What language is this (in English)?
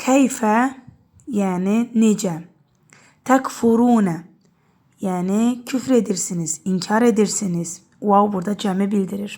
Azerbaijani